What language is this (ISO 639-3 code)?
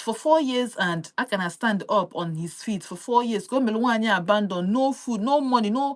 ibo